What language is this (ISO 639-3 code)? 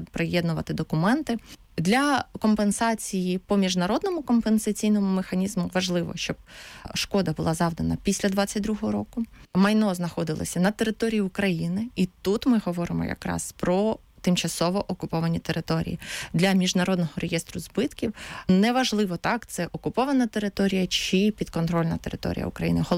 ukr